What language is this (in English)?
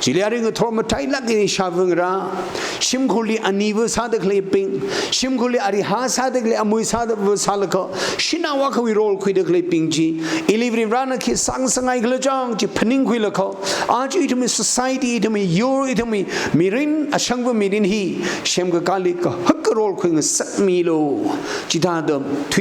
Tangkhul Naga (India)